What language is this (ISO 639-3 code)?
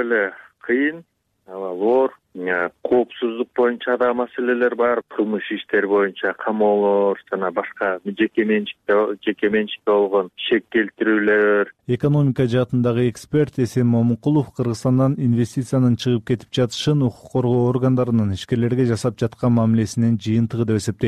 kir